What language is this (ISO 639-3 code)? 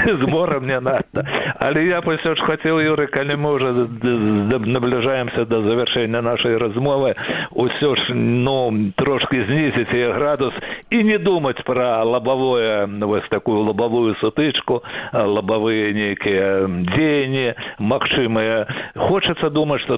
bel